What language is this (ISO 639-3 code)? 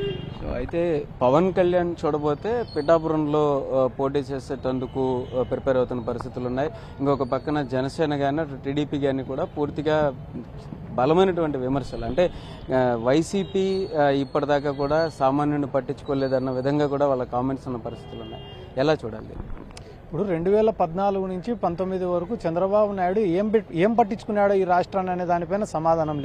tel